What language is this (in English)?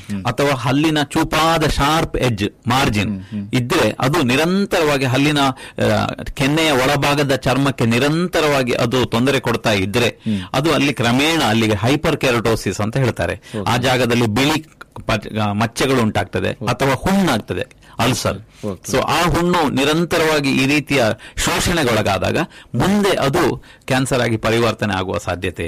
Kannada